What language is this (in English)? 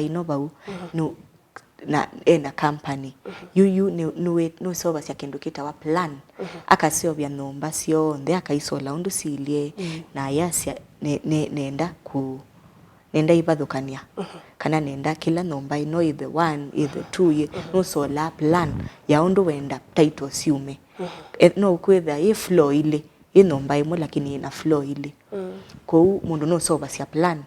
Kamba